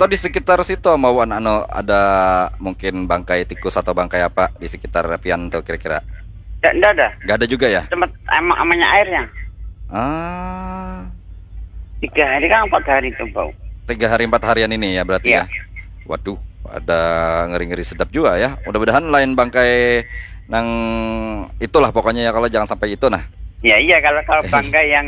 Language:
Banjar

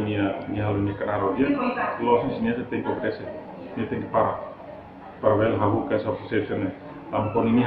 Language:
Tetum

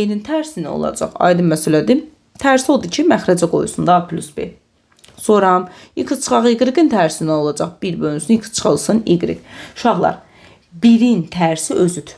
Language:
Azerbaijani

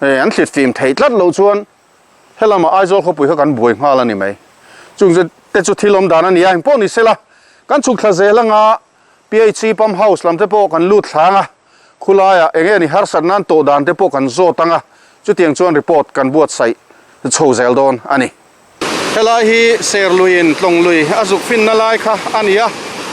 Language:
Mizo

